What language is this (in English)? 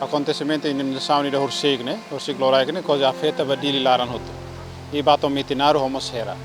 Tetum